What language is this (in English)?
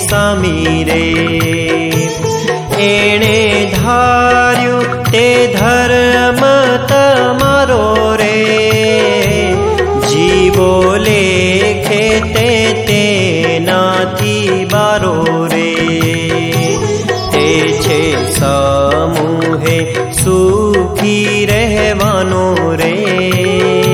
Gujarati